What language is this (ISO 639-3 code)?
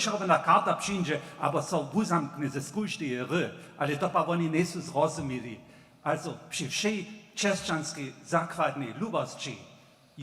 hsb